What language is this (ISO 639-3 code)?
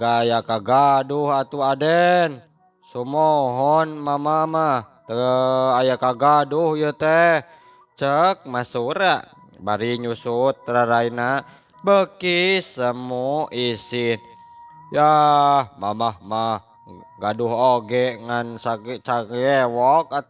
sun